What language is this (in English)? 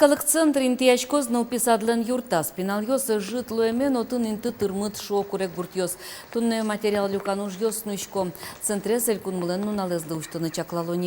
Udmurt